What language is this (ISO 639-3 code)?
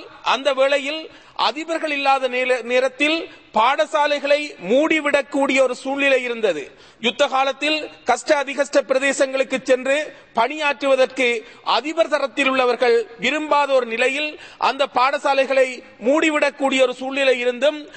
tam